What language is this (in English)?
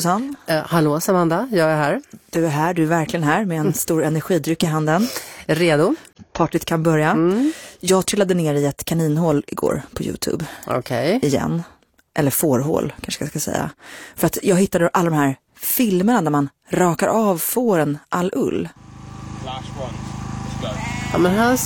Swedish